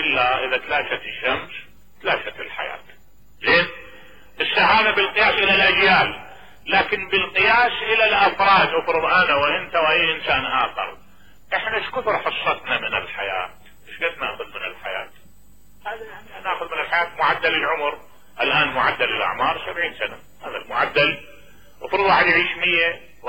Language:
Mesopotamian Arabic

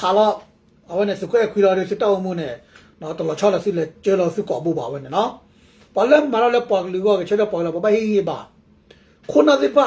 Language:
S'gaw Karen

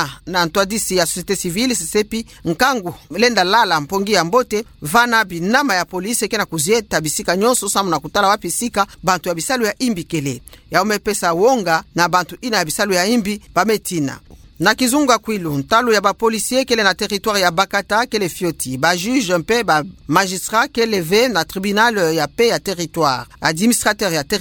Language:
Kituba (Democratic Republic of Congo)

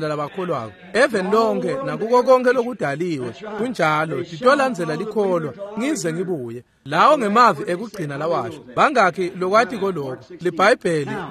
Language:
Swati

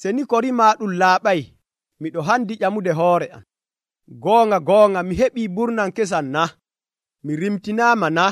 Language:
Nigerian Fulfulde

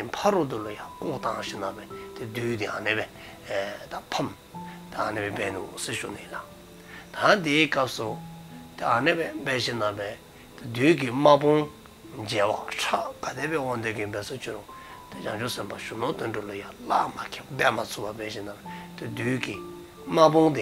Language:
Dzongkha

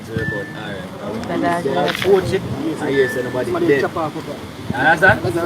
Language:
Jamaican Creole English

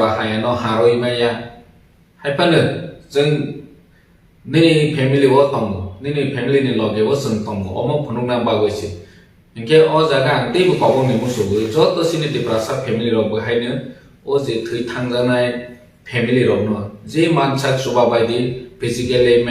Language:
Kok Borok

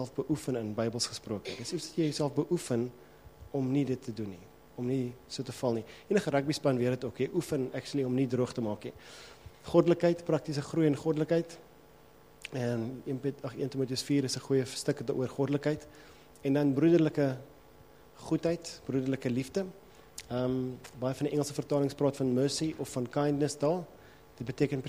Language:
Afrikaans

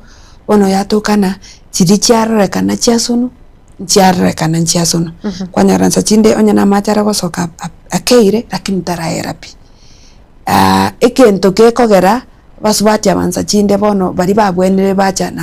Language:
Gusii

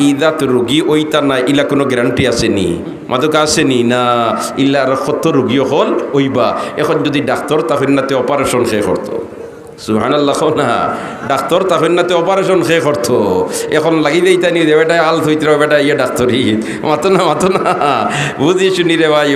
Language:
Sylheti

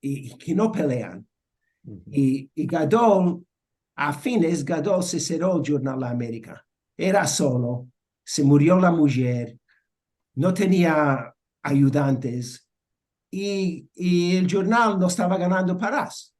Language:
Ladino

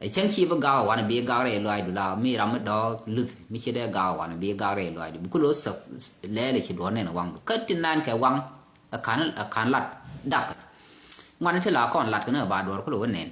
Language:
Nuer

